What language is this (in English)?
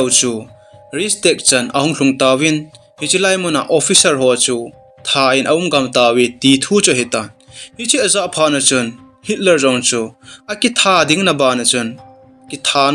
Thado Chin